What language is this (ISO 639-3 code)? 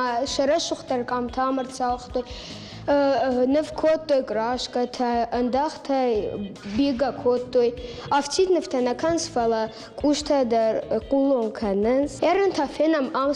oss